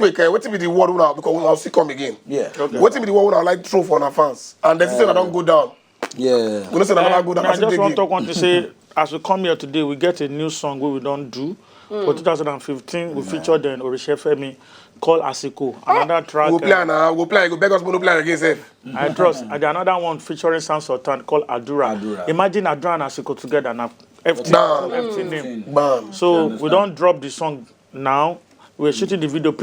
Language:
Nigerian Pidgin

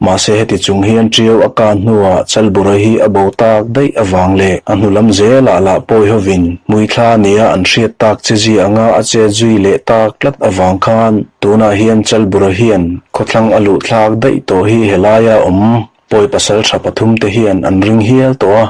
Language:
Mizo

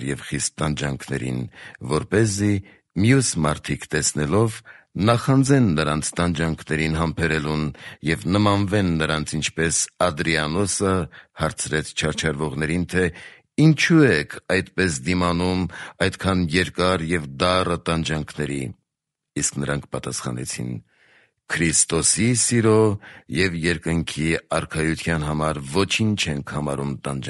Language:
Armenian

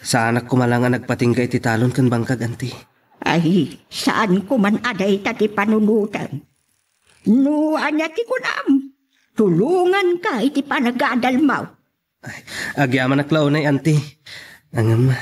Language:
Iloko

